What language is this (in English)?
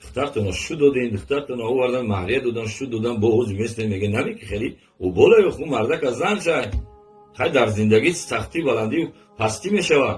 Tajik